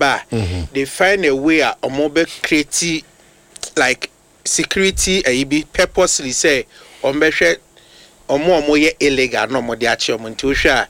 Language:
Akan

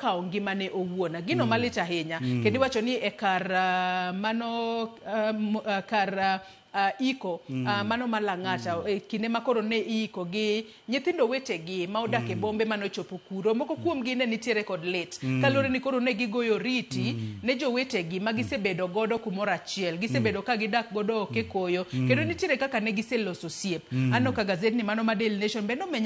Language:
Luo (Kenya and Tanzania)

